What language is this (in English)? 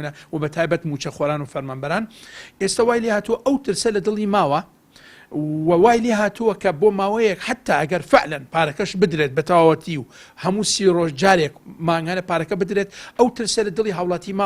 Central Kurdish